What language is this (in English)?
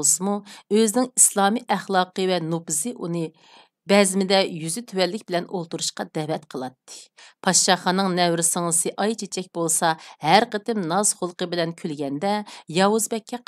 Uyghur